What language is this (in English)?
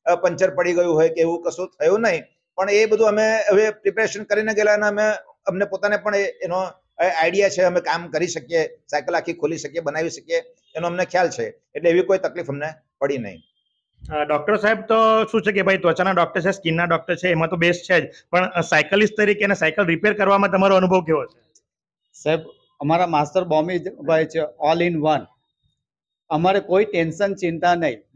Gujarati